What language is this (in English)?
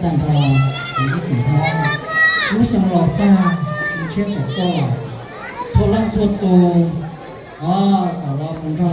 Hmong